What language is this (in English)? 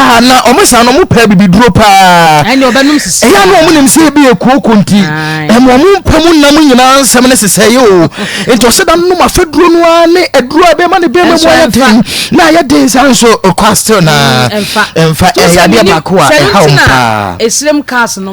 Akan